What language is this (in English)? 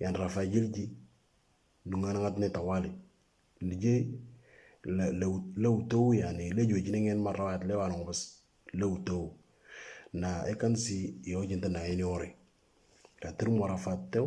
Moro